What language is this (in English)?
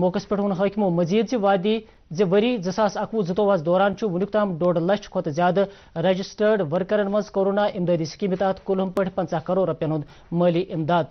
Kashmiri